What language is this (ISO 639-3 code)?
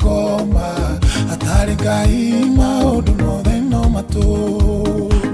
kik